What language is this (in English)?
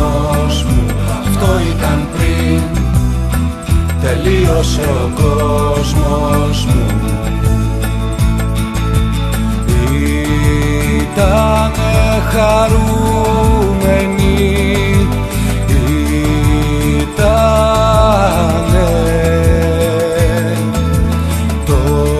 Greek